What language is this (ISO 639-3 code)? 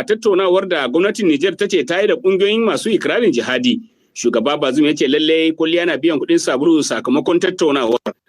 hau